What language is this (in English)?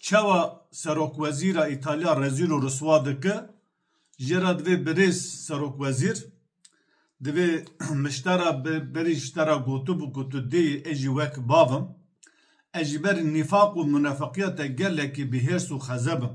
Kurdish